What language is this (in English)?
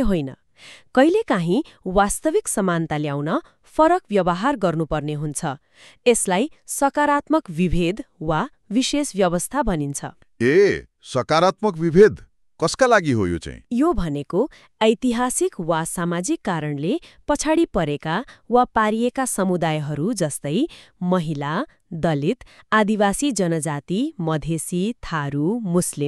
Nepali